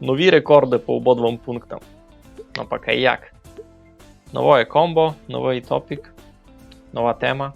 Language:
Rusyn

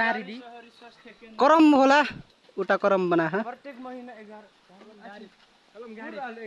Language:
Nepali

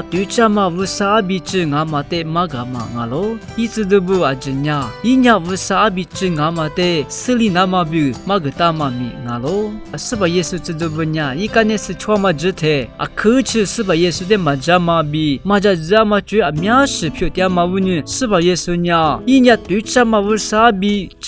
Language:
Lisu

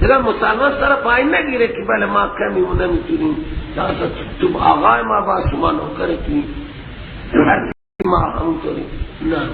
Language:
Persian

